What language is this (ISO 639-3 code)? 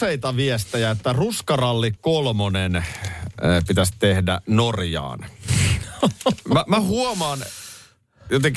fin